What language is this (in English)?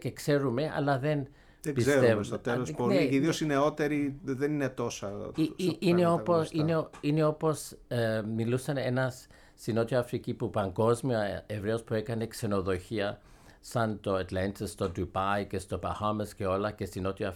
Greek